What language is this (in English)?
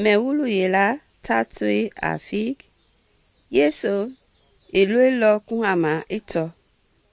Mende